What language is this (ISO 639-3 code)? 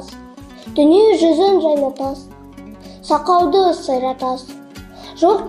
kaz